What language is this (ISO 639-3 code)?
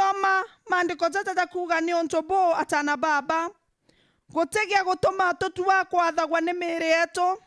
mer